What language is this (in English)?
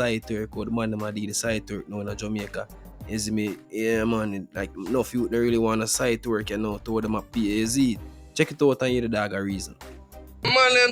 Jamaican Creole English